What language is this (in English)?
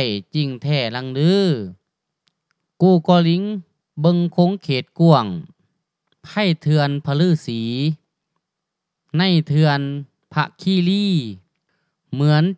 Thai